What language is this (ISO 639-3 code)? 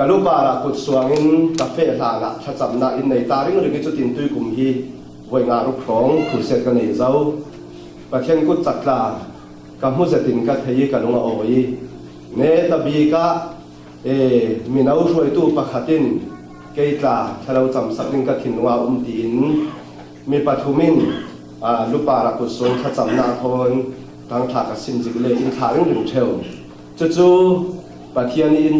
cfm